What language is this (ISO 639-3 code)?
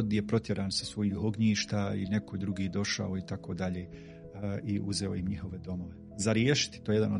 bos